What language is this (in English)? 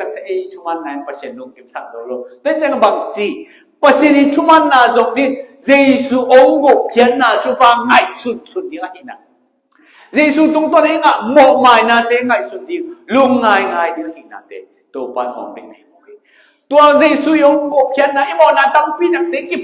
Tedim Chin